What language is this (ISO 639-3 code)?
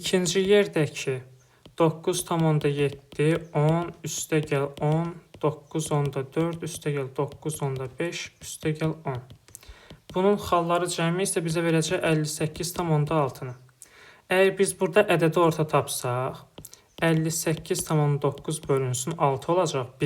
aze